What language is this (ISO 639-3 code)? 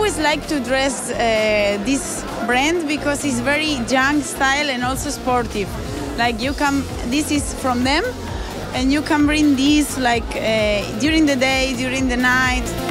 eng